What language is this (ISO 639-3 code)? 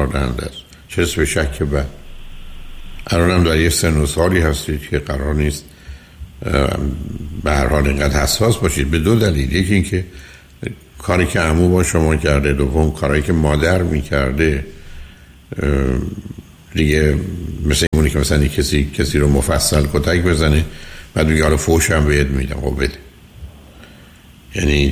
fas